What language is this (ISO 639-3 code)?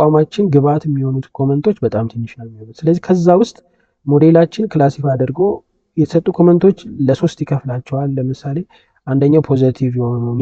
amh